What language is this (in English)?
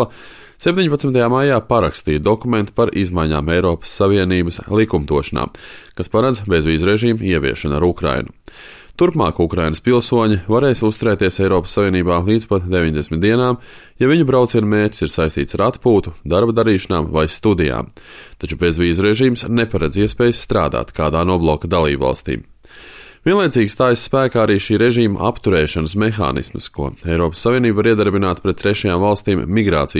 Latvian